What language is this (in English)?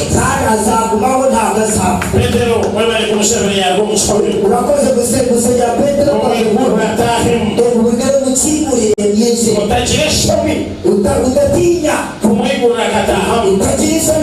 Nyankole